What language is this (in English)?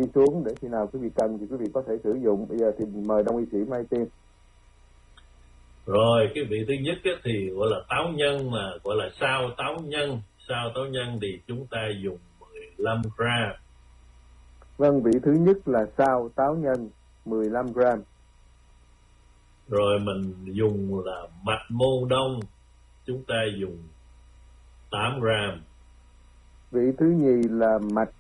Vietnamese